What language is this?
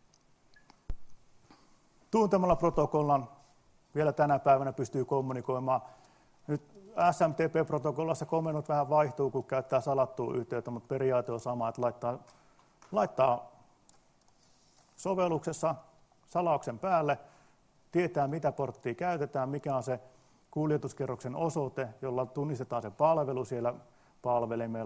Finnish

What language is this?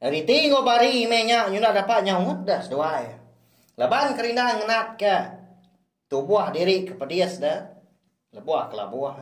Iban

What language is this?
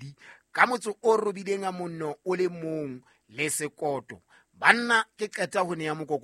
Southern Sotho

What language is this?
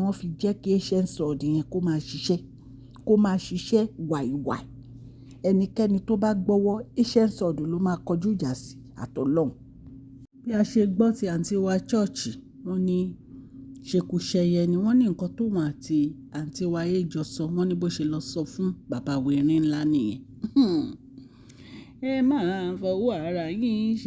Yoruba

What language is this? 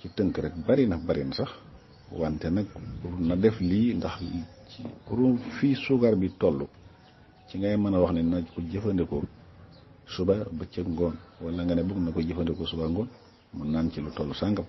Wolof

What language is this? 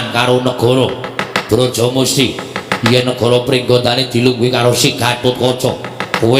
Javanese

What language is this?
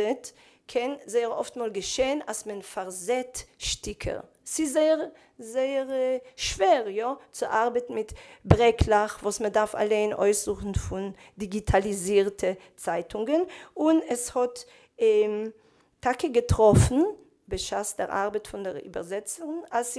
Yiddish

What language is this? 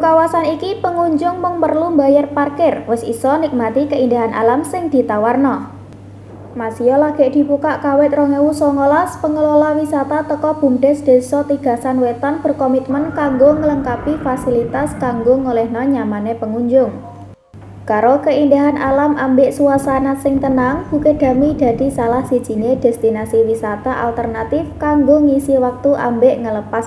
Javanese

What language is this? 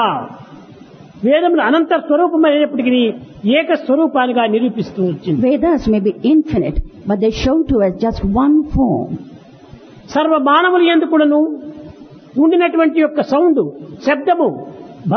Telugu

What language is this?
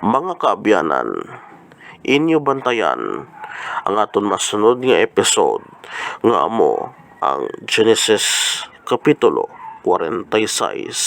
Hiligaynon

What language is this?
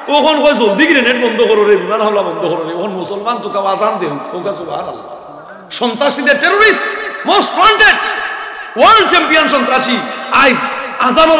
Sylheti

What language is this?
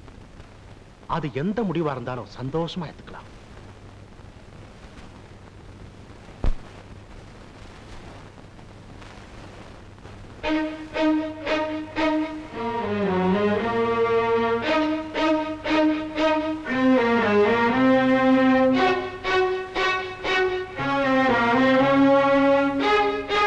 Tamil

